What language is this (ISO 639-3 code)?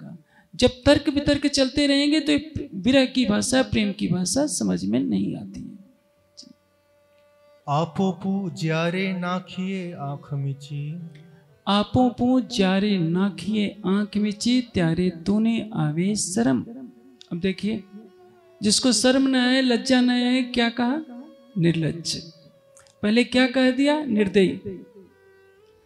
hin